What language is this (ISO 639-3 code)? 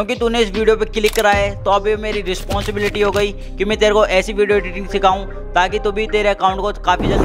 hin